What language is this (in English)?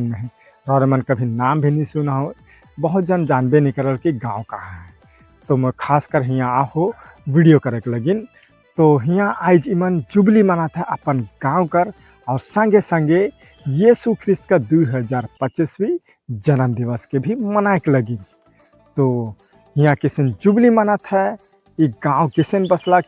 Sadri